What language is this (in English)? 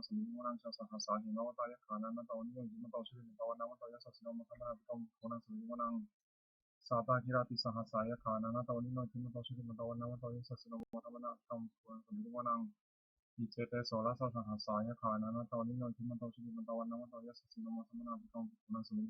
Pali